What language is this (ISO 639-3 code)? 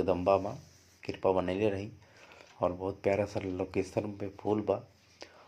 bho